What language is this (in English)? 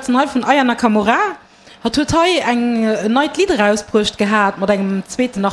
Luxembourgish